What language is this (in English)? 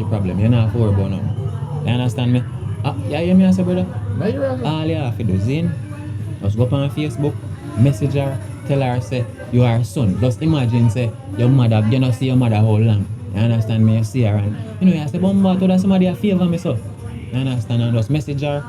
Jamaican Creole English